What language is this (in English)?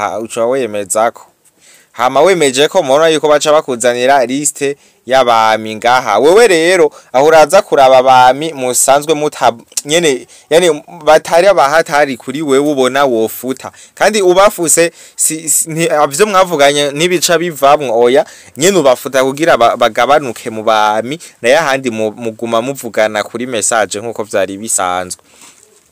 Rundi